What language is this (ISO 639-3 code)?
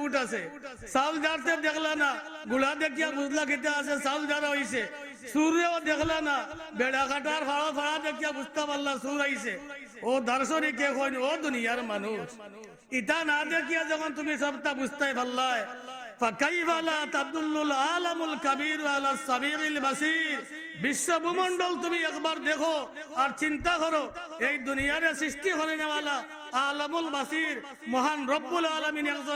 syl